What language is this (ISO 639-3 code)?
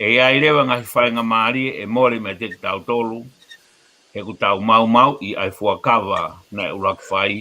ton